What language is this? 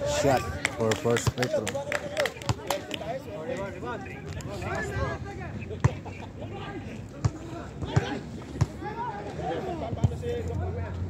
Filipino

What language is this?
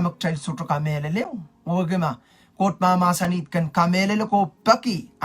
Pohnpeian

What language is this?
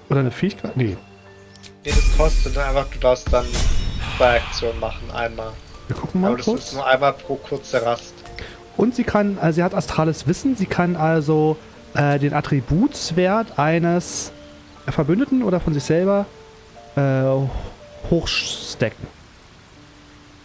German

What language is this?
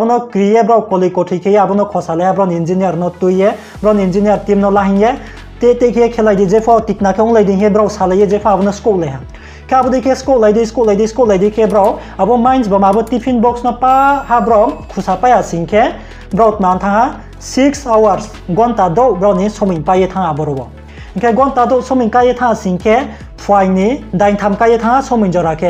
Riang (India)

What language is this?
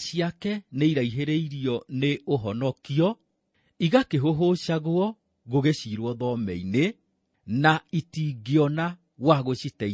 Kikuyu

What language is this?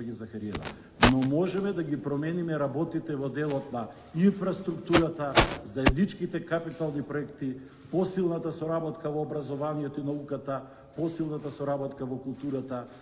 Macedonian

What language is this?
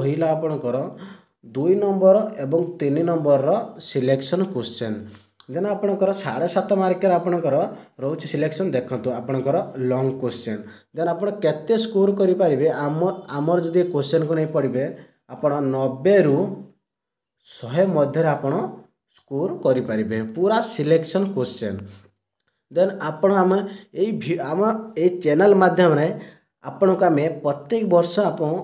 Odia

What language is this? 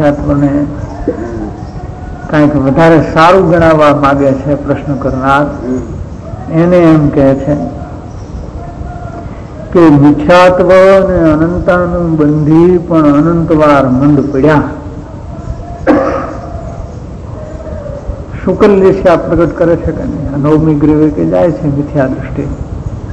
Gujarati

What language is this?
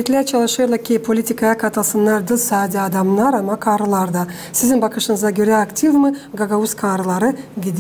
Gagauz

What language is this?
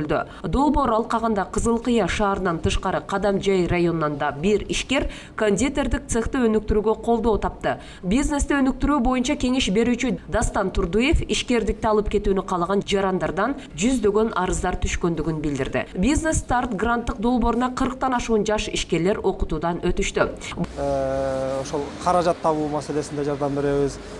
Kyrgyz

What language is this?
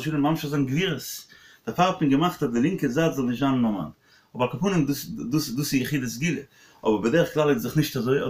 Yiddish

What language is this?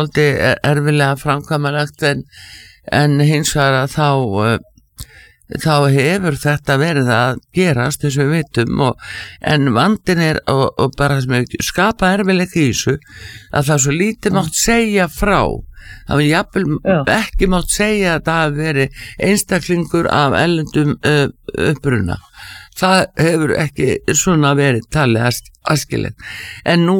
Icelandic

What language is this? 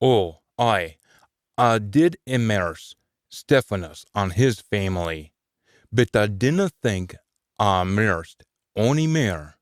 Scots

